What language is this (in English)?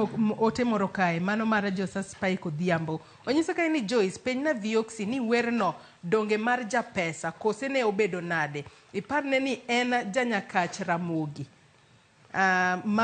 Luo (Kenya and Tanzania)